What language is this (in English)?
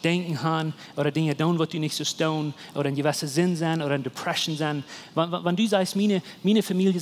Plautdietsch